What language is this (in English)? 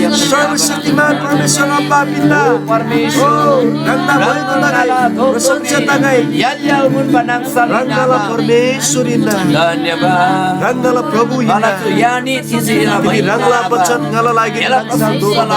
Eastern Tamang